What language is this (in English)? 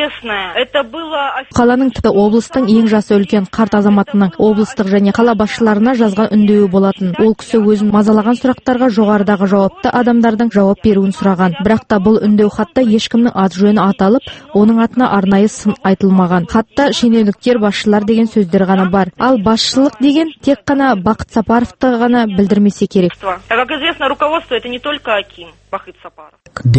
Kazakh